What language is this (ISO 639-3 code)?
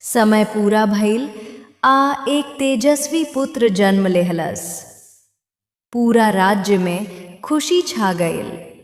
bho